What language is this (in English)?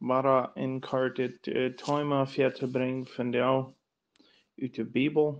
Plautdietsch